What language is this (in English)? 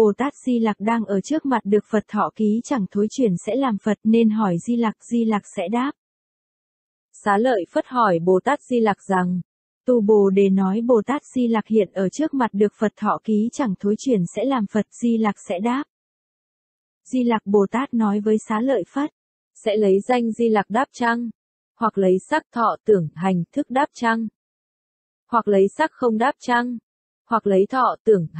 Vietnamese